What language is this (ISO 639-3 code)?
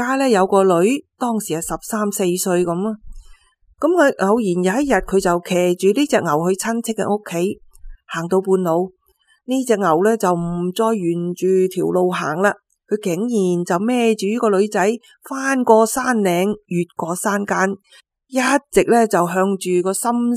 yue